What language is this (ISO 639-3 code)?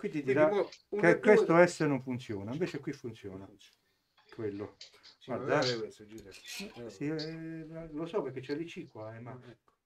ita